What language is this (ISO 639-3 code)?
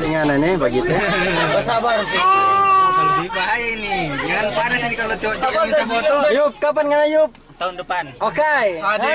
xmm